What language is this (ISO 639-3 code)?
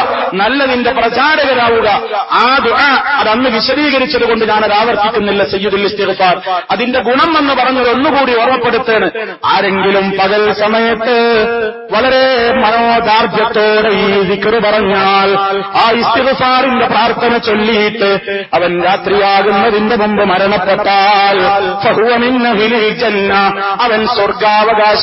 mal